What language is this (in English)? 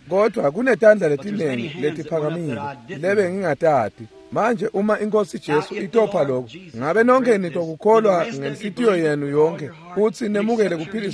Swati